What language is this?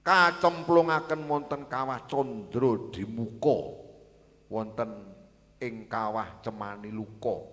Javanese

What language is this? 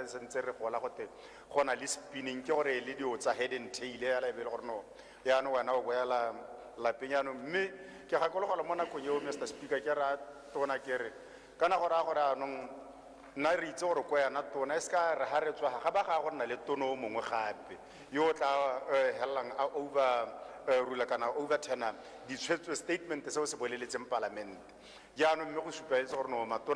Tswana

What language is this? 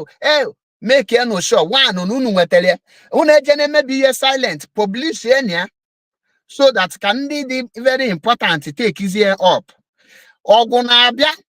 Igbo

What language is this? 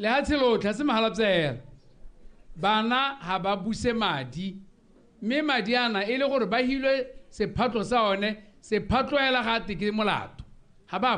Tswana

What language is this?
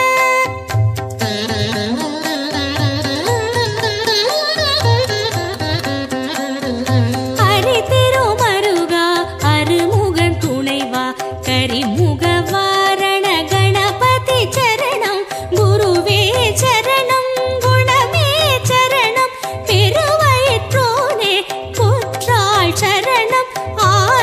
Tamil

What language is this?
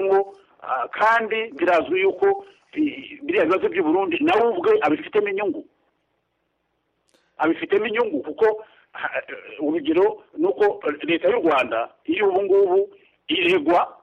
Kinyarwanda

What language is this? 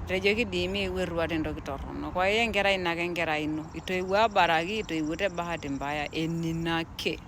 Masai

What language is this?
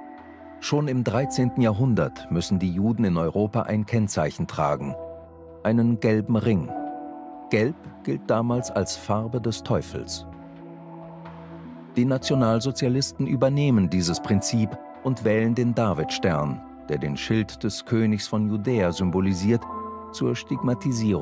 German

